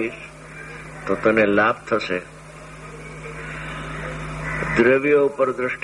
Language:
Gujarati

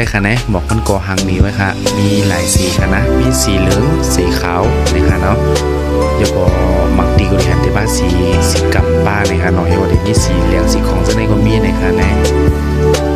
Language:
Shan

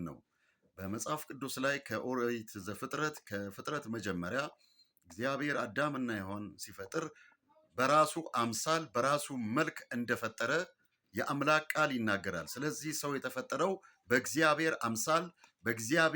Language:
Amharic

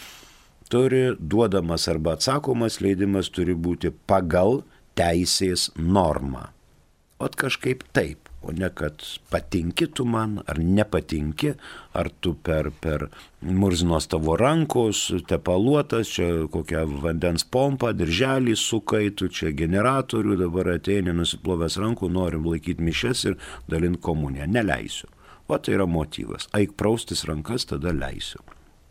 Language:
Lithuanian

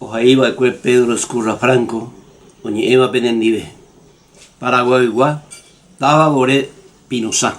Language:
Guarani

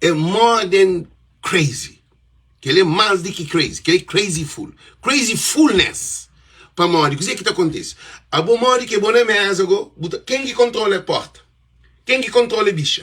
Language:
Kabuverdianu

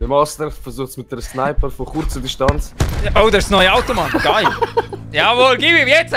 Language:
Swiss German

